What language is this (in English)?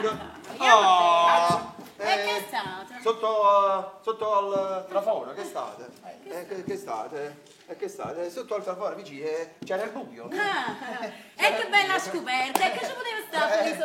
Neapolitan